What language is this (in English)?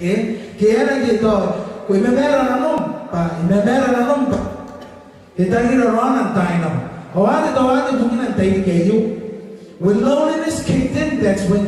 Gilbertese